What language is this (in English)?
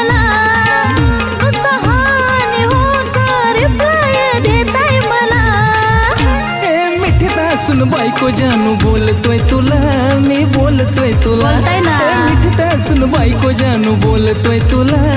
Marathi